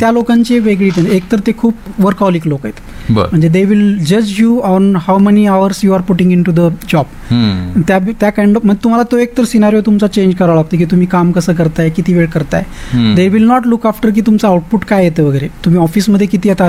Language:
Marathi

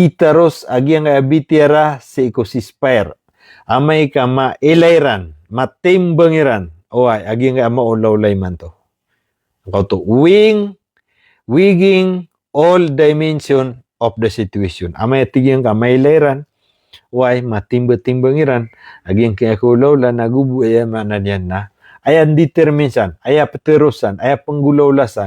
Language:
Maranao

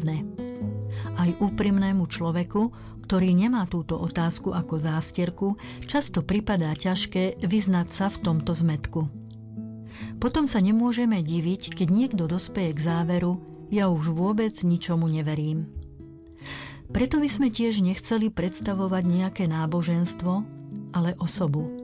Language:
Slovak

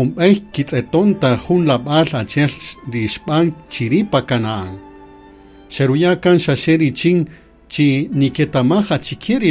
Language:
Kaqchikel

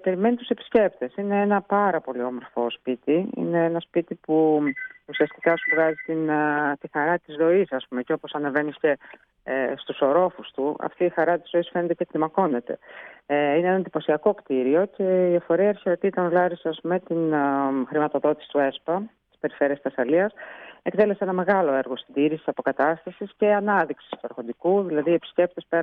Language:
Greek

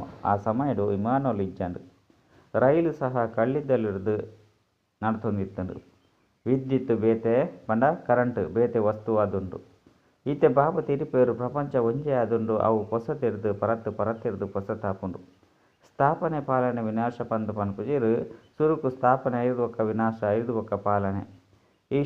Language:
Tulu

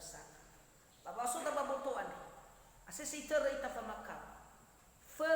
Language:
Nias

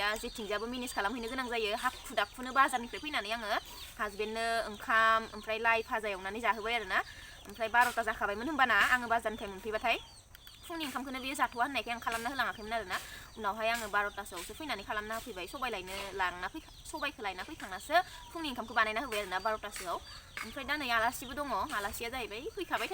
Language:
Bodo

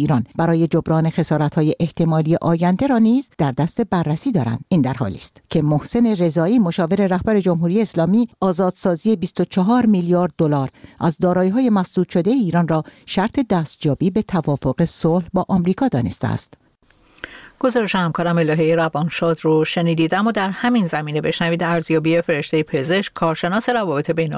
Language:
Persian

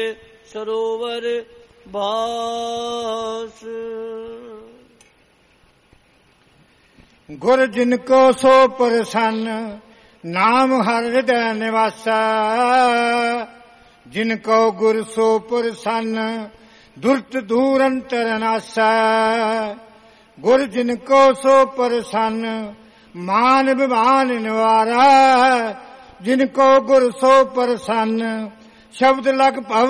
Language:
Punjabi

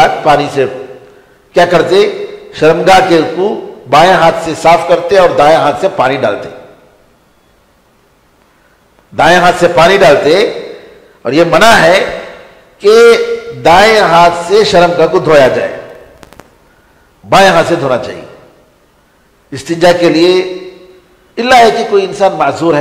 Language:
Urdu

